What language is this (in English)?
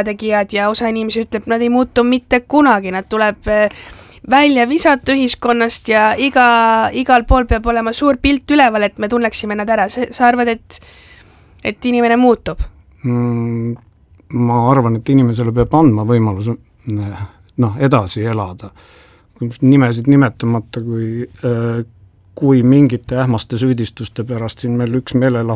Estonian